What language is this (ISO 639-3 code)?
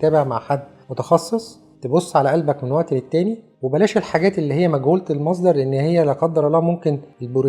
arz